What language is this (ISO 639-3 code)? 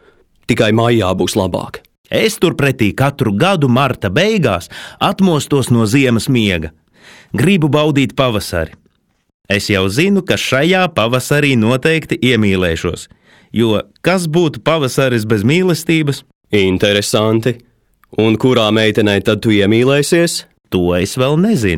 lav